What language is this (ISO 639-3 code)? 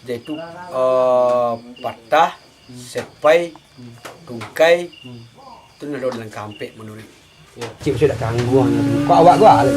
min